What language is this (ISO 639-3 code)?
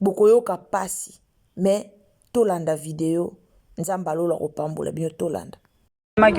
lin